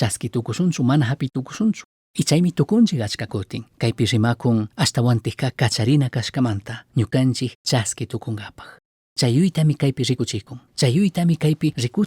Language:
Chimborazo Highland Quichua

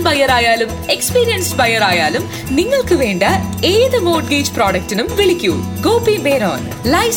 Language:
Malayalam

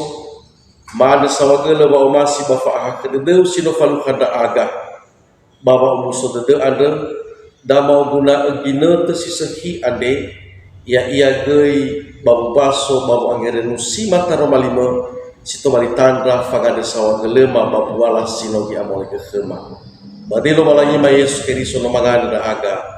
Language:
Nias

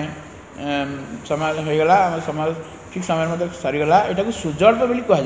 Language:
Odia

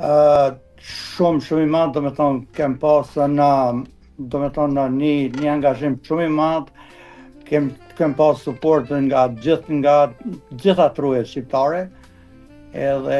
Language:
Albanian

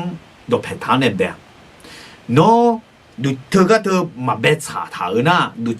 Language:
Akha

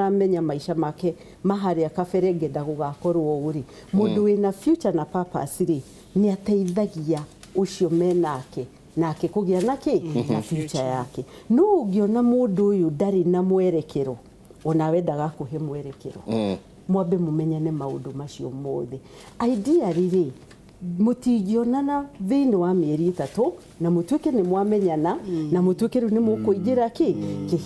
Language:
Kikuyu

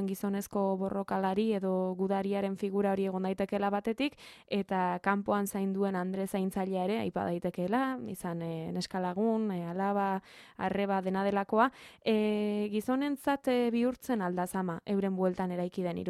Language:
Basque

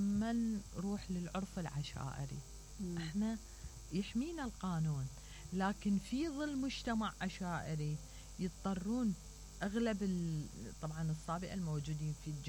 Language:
Mesopotamian Arabic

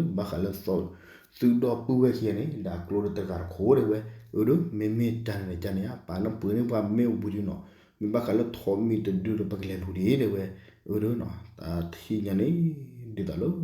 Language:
S'gaw Karen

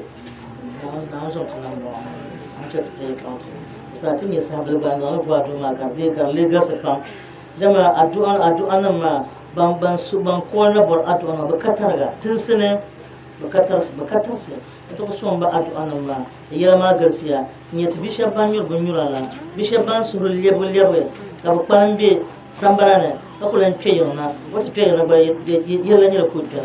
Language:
Dagbani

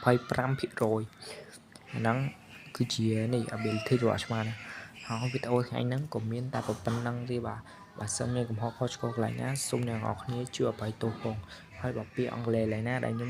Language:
Khmer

